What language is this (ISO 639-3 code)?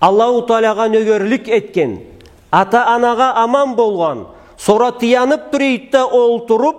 krc